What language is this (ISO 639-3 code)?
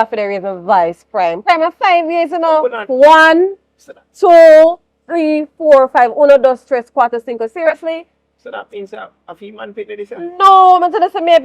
jam